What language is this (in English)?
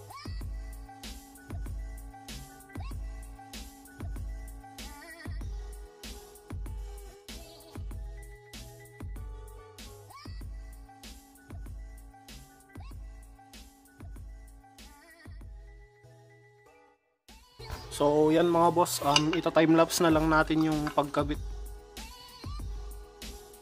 Filipino